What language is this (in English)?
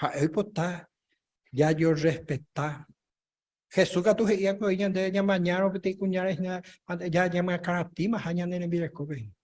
Guarani